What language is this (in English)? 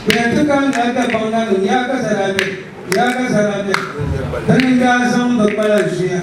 Dagbani